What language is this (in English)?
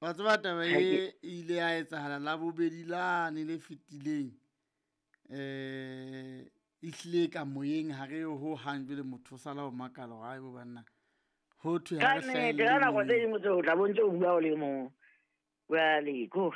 Southern Sotho